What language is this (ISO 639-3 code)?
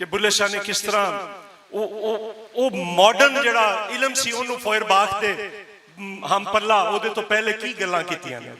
lah